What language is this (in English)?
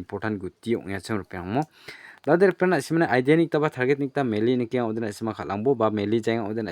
Garo